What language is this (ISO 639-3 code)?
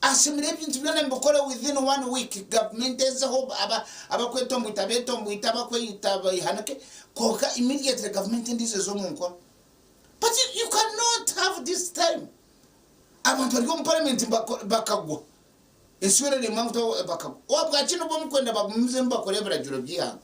nyn